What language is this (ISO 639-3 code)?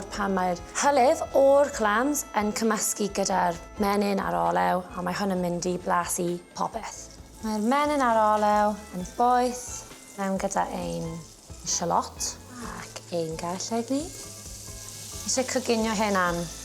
cym